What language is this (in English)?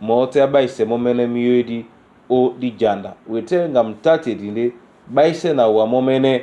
Duala